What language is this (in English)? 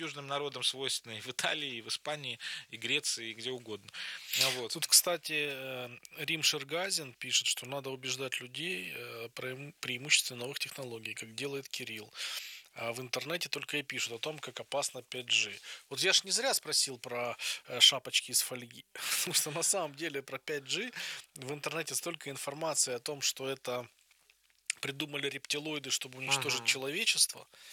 Russian